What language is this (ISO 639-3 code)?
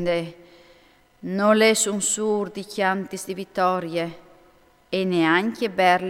fur